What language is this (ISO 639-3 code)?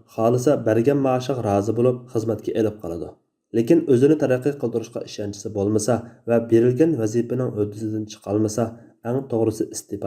uig